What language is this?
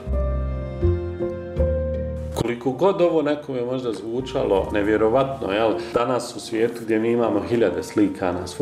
Bosnian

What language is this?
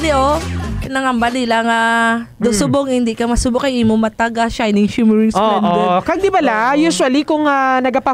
Hiligaynon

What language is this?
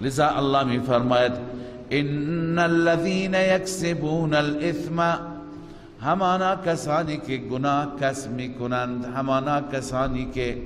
Persian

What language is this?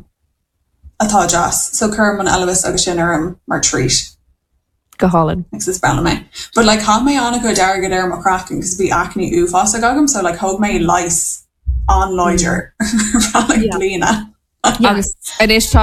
Irish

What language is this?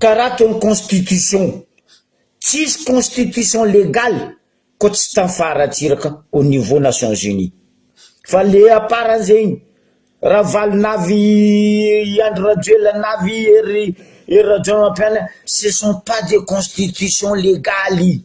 Malagasy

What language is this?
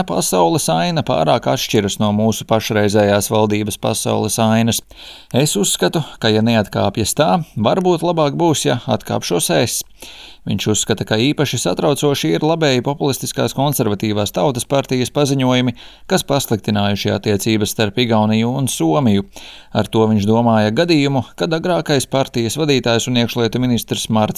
Latvian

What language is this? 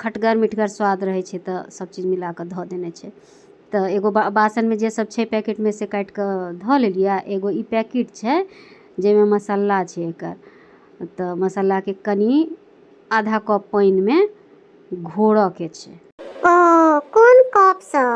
Maithili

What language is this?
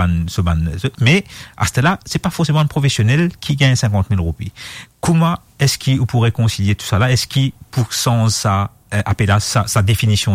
Morisyen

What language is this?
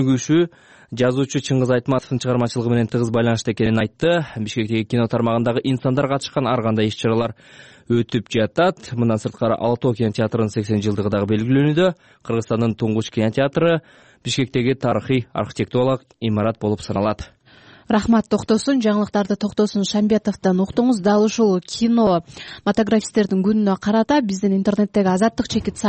Kyrgyz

